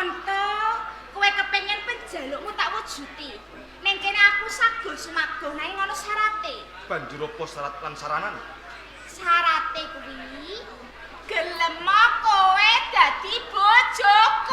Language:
Javanese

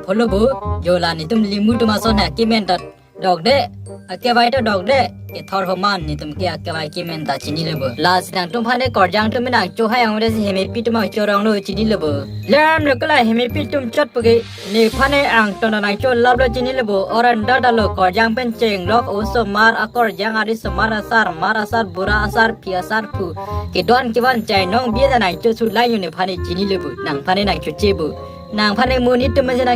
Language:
Karbi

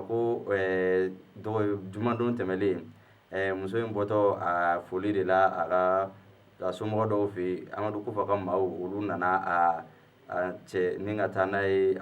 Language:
Bambara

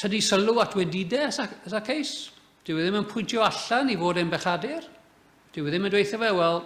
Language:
Welsh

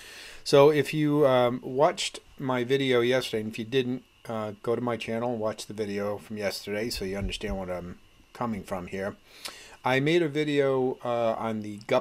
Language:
English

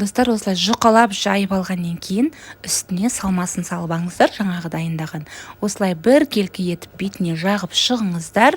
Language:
Kazakh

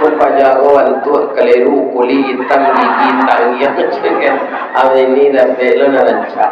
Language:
Minangkabau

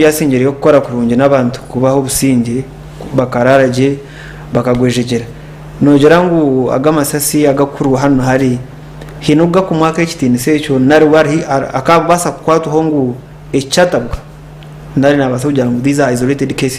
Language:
Nyankole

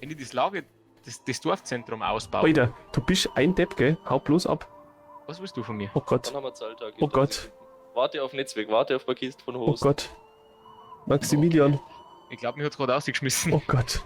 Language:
Bavarian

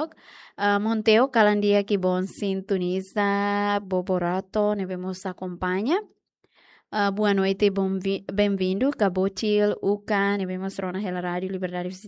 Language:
Tetum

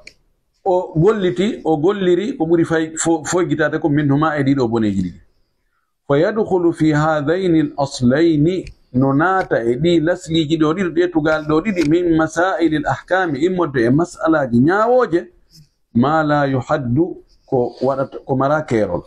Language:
Fula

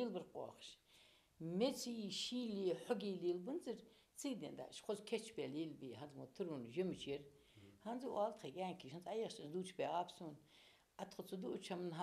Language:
Ingush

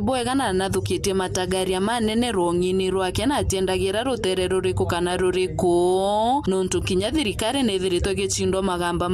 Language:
Meru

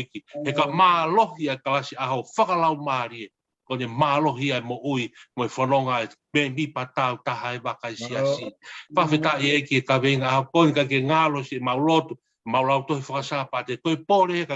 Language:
Tongan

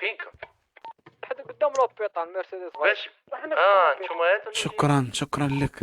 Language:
Moroccan Arabic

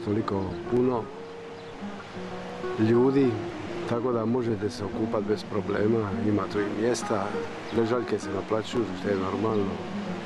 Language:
Croatian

